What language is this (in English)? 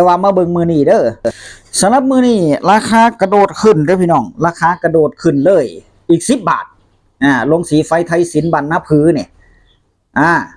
Northeastern Thai